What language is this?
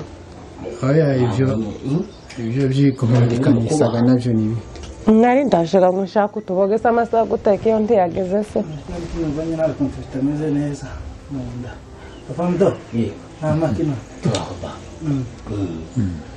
Kinyarwanda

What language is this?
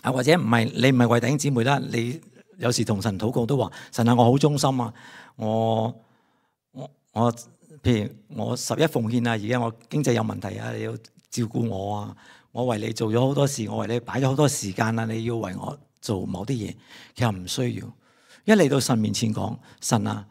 Cantonese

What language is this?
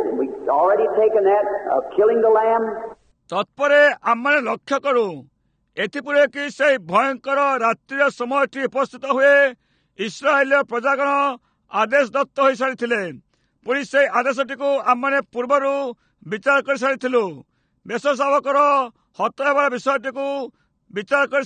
Odia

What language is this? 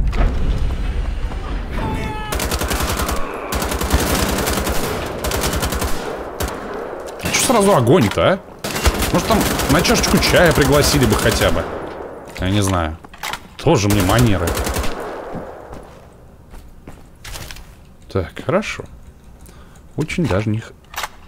Russian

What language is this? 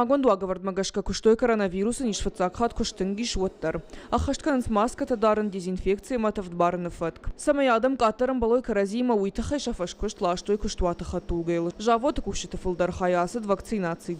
Ossetic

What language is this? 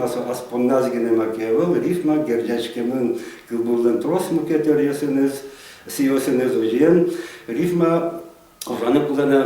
Udmurt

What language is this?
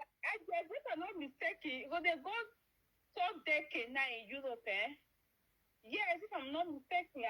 Nigerian Pidgin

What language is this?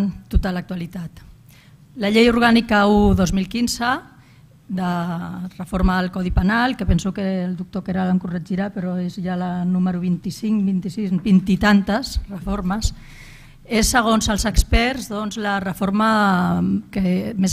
Catalan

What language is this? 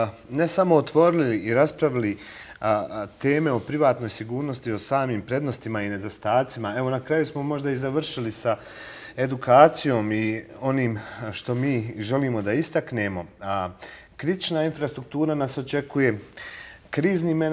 Bosnian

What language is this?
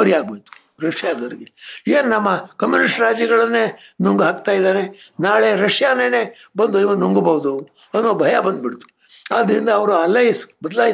Kannada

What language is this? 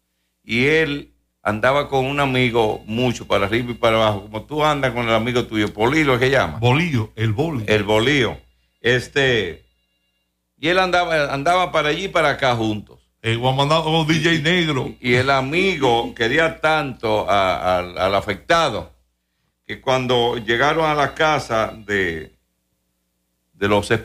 Spanish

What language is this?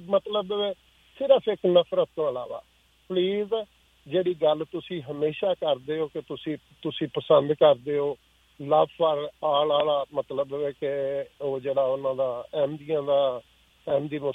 Punjabi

